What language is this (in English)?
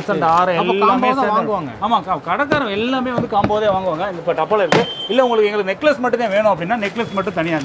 Tamil